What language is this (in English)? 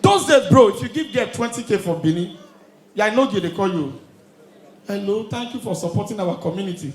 Nigerian Pidgin